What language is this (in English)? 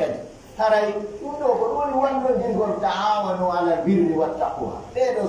Pular